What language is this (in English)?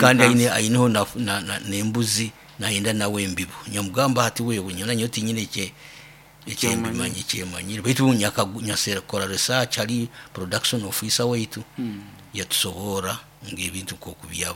Nyoro